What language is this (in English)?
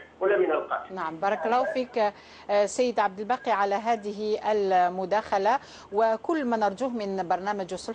Algerian Arabic